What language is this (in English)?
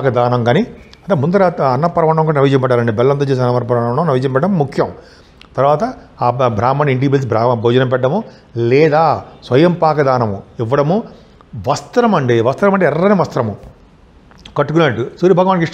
Telugu